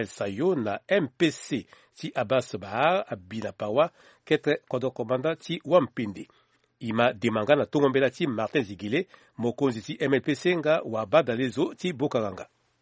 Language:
Sango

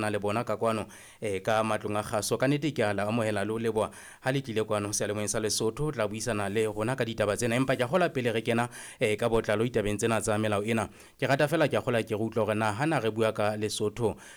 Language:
Southern Sotho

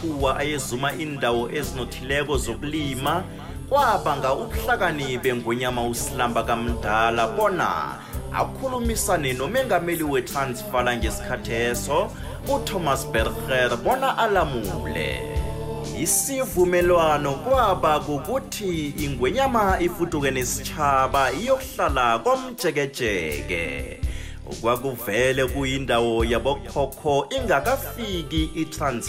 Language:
South Ndebele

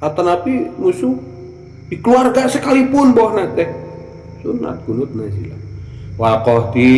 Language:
Sundanese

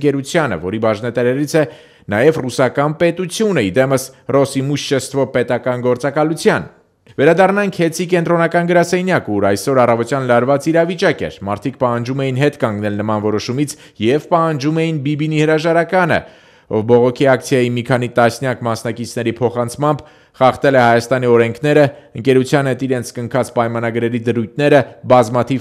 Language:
Armenian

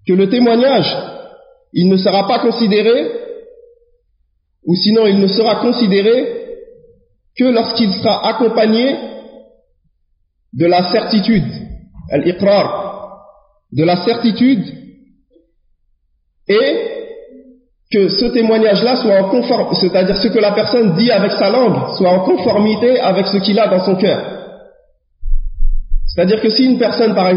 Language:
French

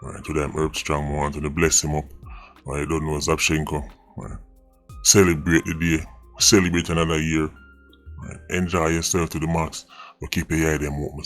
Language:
Jamaican Creole English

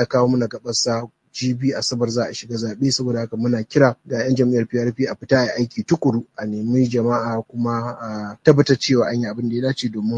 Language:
Hausa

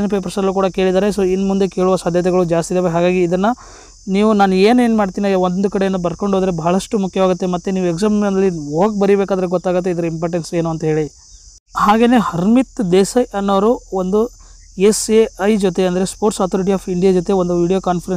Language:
Kannada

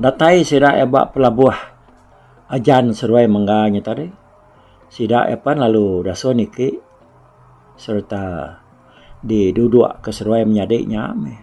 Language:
Iban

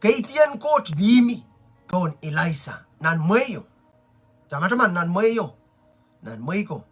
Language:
Pohnpeian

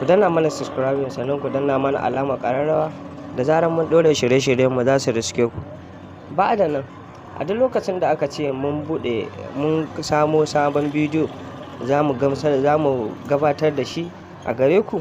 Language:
Hausa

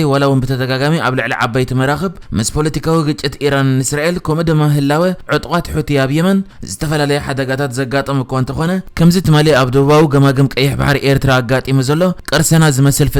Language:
Tigrinya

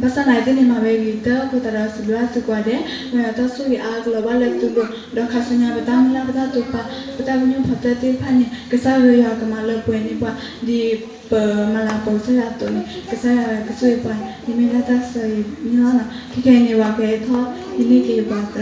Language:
S'gaw Karen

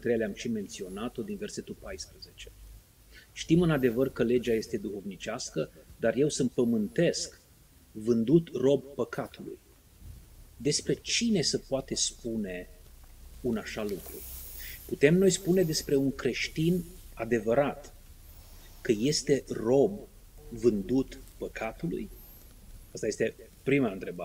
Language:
Romanian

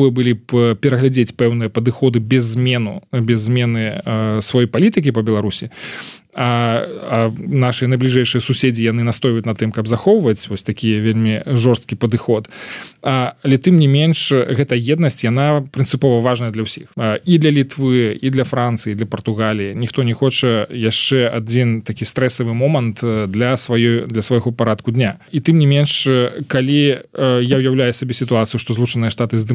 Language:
Belarusian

